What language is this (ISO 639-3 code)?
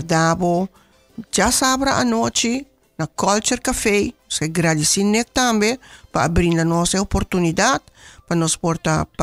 pap